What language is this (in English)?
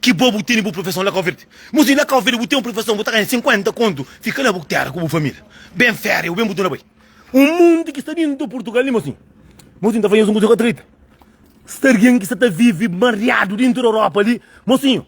Kabuverdianu